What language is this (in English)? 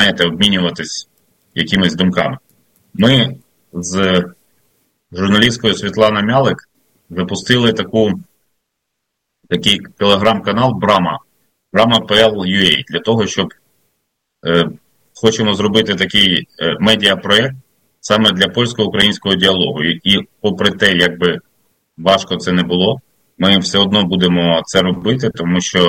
Ukrainian